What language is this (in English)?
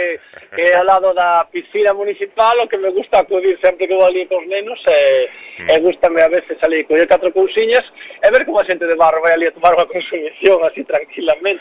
Galician